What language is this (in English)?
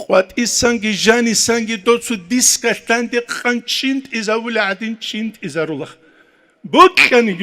Avaric